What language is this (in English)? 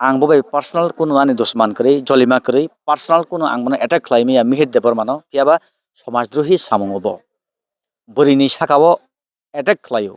Kok Borok